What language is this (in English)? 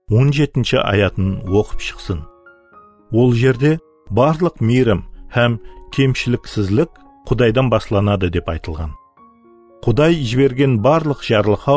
Kara-Kalpak